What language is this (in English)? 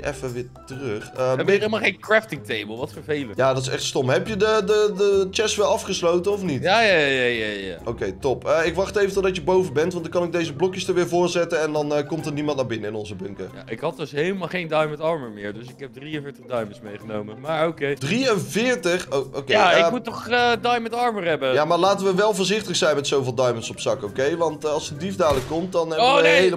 Dutch